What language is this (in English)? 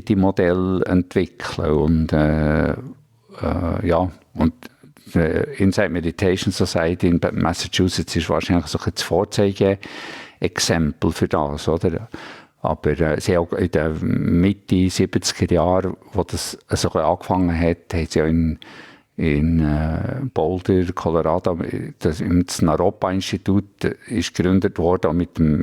Swiss German